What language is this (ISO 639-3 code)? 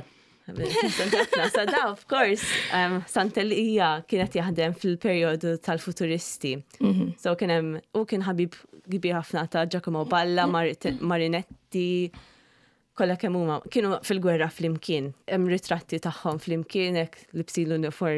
mlt